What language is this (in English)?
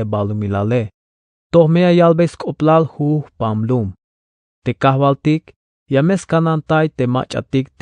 Tzeltal